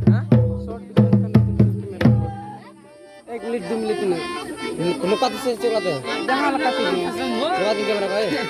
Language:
Santali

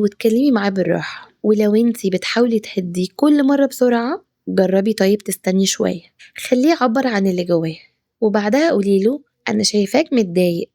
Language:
Egyptian Arabic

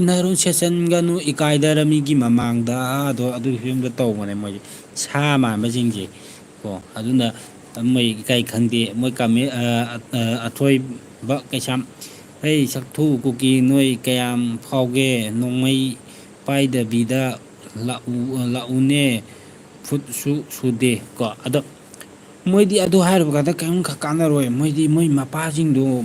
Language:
Manipuri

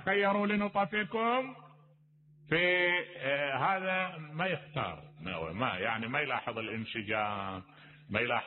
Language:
Mesopotamian Arabic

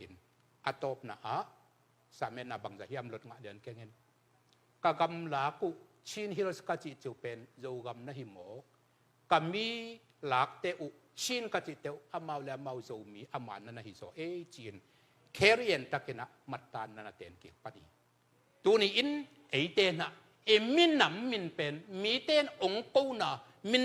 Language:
Tedim Chin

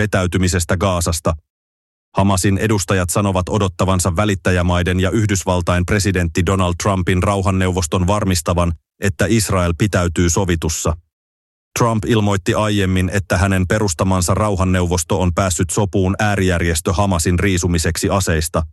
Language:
Finnish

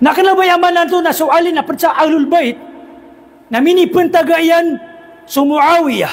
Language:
Maranao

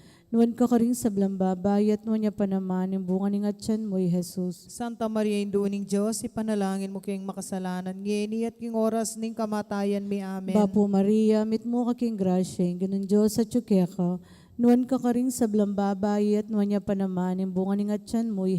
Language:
Pampanga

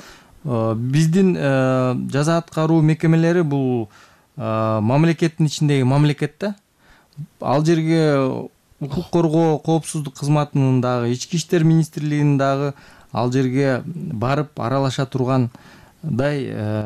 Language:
Kyrgyz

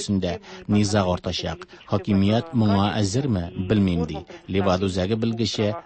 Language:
Tatar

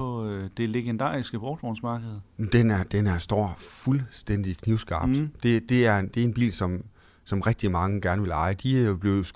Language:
Danish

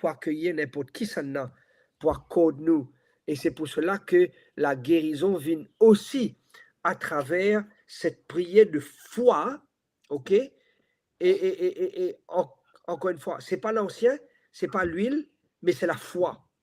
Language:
Morisyen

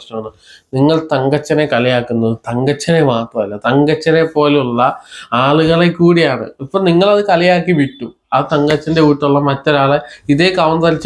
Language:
Malayalam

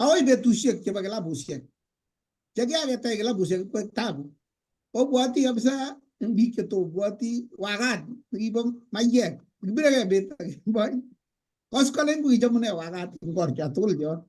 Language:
Kalenjin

